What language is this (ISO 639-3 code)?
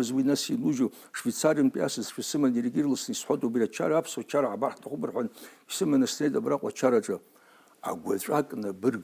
abk